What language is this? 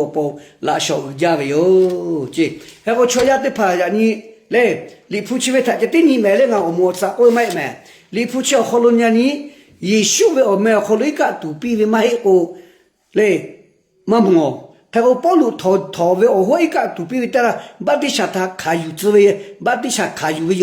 Lahu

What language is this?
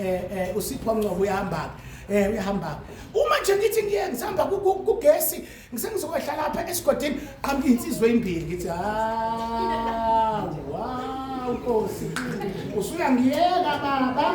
Zulu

